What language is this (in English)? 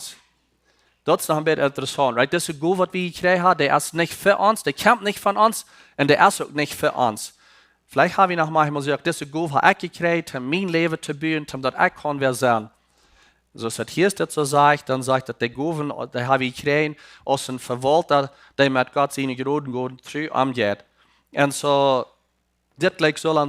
Plautdietsch